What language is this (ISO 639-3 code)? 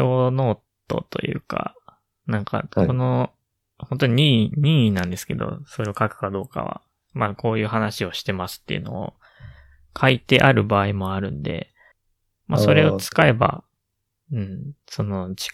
jpn